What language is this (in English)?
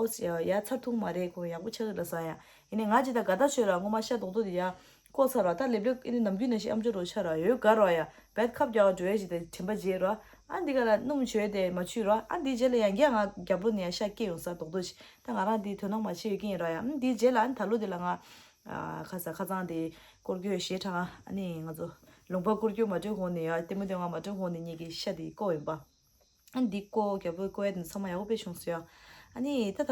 Tibetan